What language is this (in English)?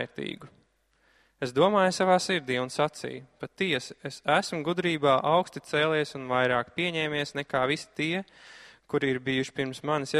Latvian